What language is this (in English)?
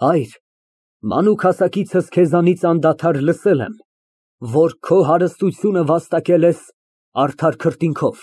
Armenian